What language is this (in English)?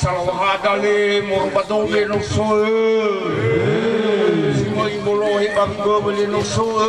Nias